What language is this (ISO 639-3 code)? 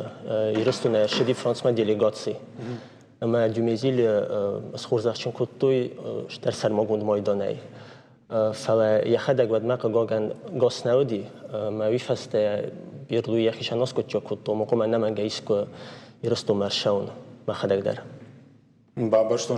oss